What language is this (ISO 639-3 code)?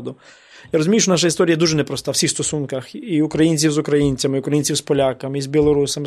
ukr